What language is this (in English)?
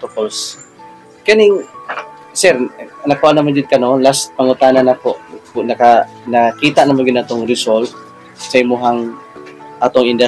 Cebuano